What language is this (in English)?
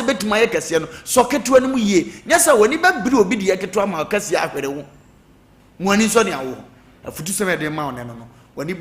Akan